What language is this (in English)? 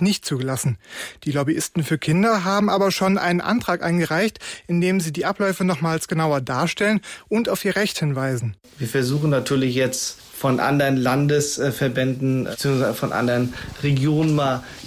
German